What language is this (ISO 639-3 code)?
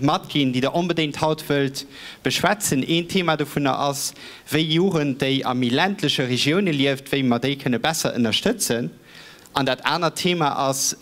ltz